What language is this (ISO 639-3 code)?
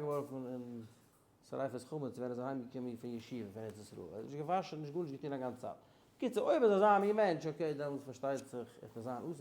yid